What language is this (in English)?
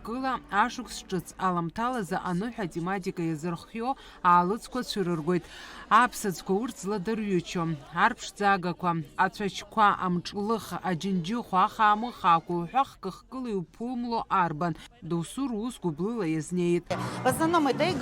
Abkhazian